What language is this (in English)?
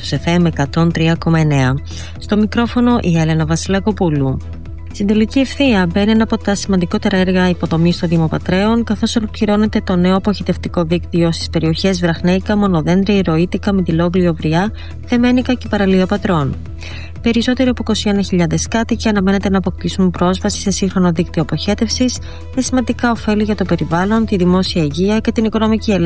Greek